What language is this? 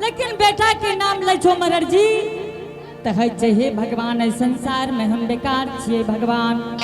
Angika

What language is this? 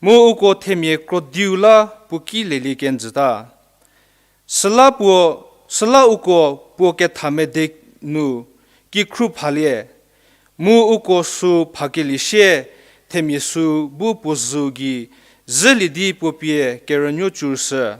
Angami Naga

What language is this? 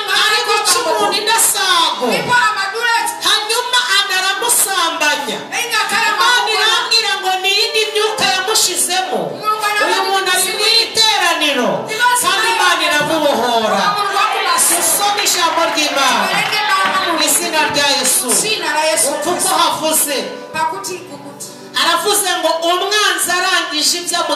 Kinyarwanda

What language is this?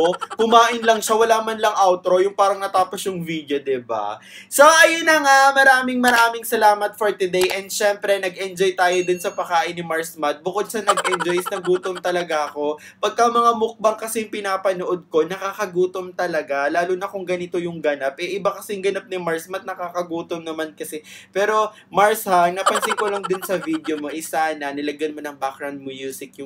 Filipino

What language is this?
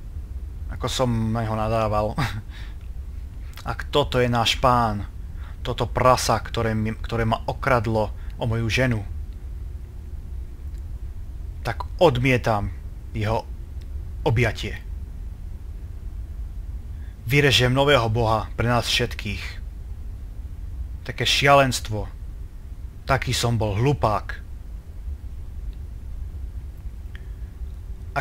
Slovak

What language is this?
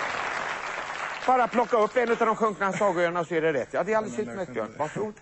Swedish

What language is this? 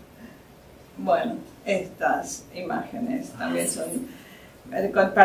Spanish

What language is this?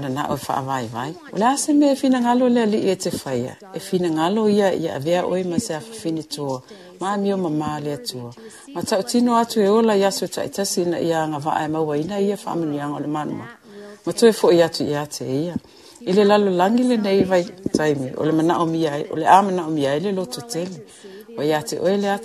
Samoan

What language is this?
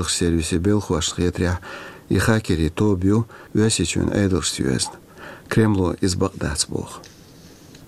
Chechen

